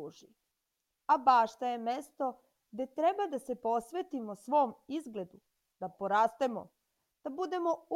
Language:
Serbian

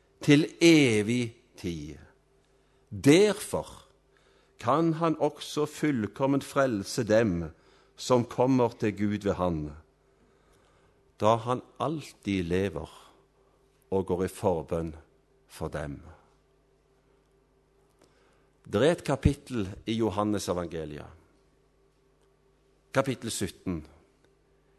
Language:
Norwegian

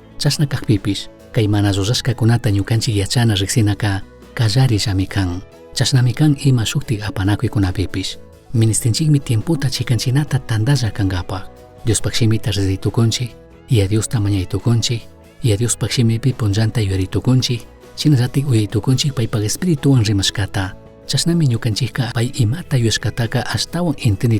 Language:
Chimborazo Highland Quichua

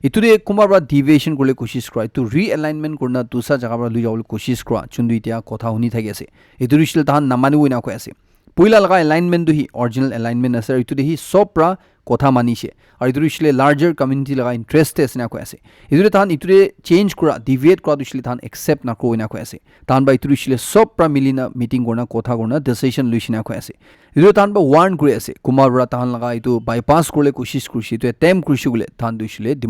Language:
Naga Pidgin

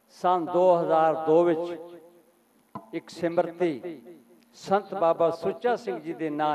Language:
Punjabi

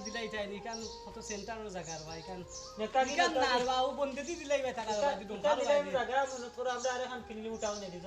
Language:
Sylheti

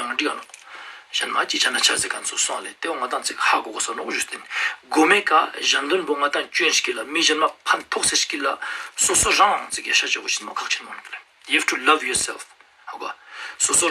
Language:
Ladakhi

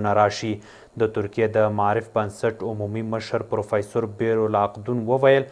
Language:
Pashto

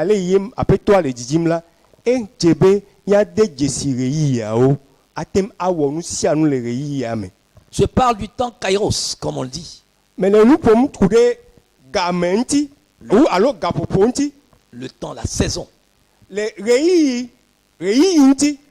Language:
Ewe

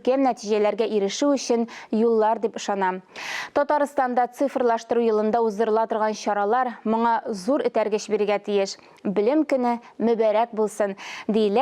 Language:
Tatar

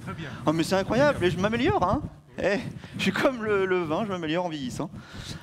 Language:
French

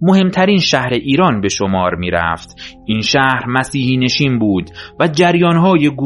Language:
Persian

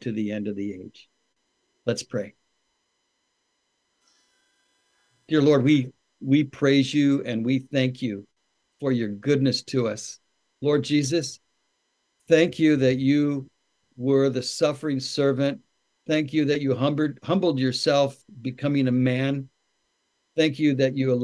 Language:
English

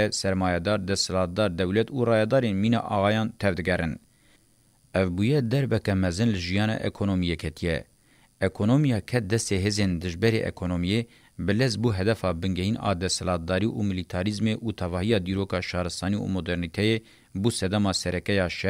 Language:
Kurdish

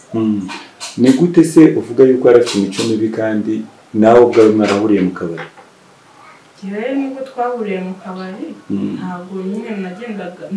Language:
Kinyarwanda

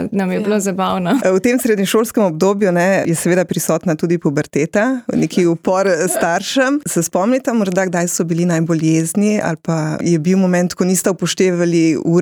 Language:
Slovenian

